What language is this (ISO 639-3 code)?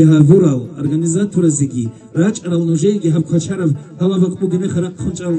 ava